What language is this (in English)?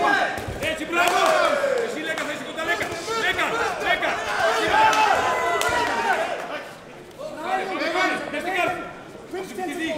Greek